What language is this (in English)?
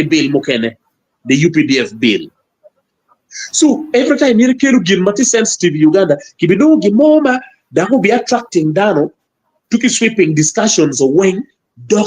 Acoli